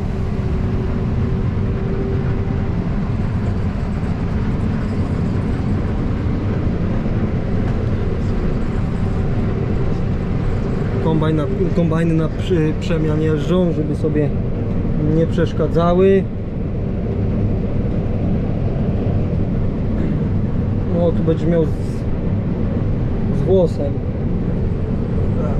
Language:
Polish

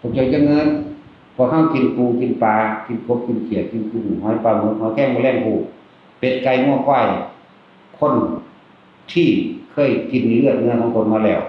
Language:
Northeastern Thai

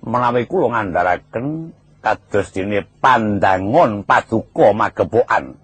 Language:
Javanese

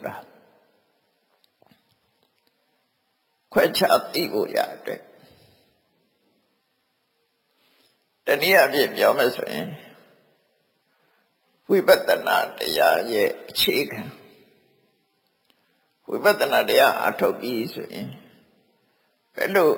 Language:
Burmese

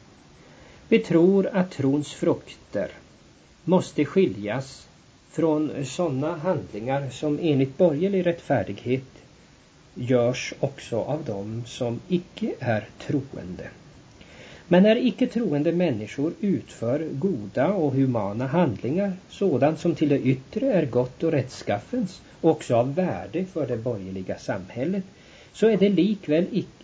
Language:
Swedish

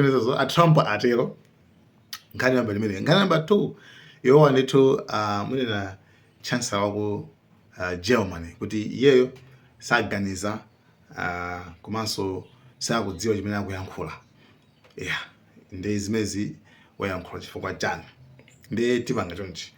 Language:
Nyanja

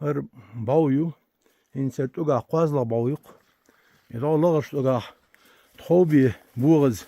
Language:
Chechen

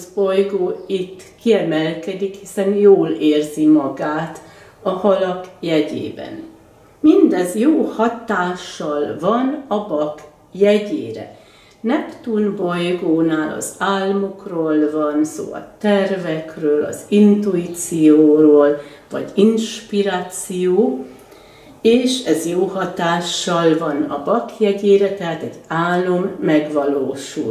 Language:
Hungarian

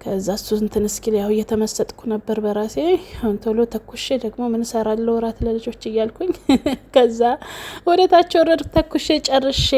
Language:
Amharic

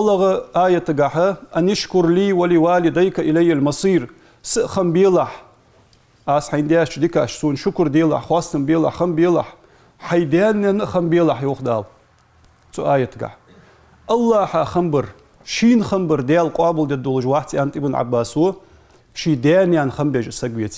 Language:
Ingush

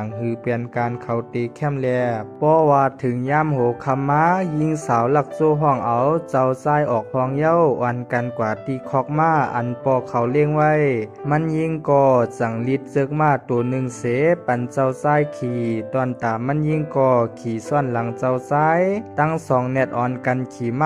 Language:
Shan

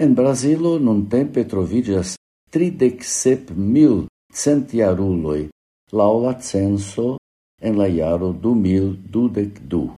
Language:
Esperanto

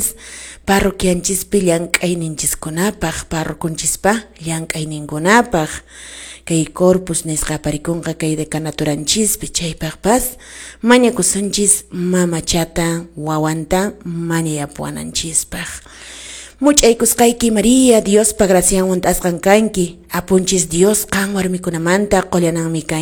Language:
Quechua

